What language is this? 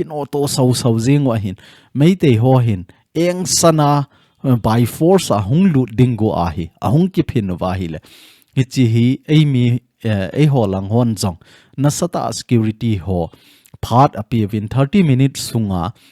Thado Chin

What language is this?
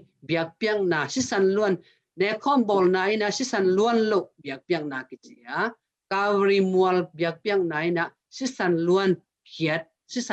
Tedim Chin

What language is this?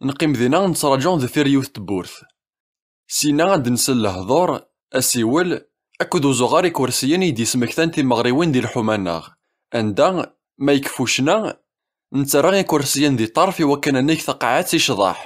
Kabyle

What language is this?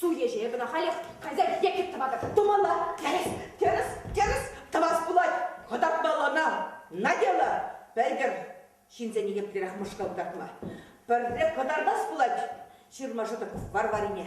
Chuvash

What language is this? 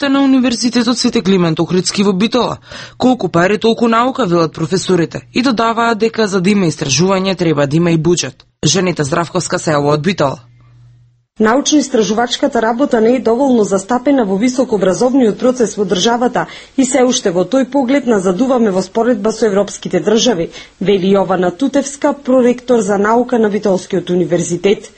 Macedonian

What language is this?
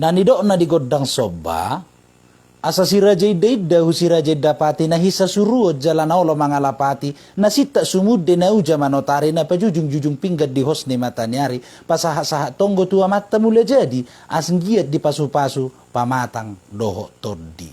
Batak Toba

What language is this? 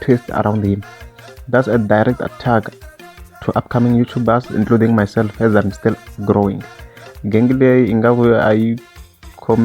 Tsonga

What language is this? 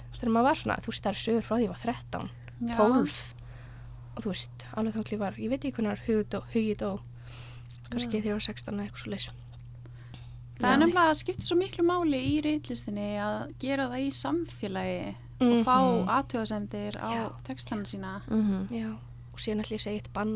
Icelandic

